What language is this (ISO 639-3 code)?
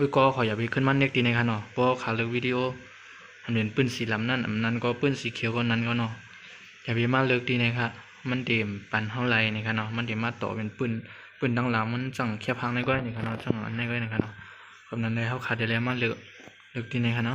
shn